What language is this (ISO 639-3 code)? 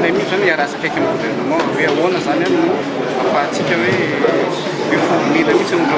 mlg